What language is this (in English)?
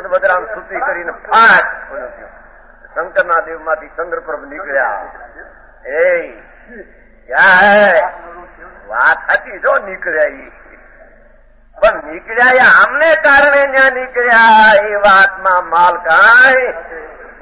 Gujarati